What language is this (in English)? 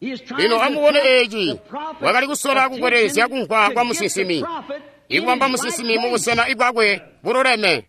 Tonga (Zambia)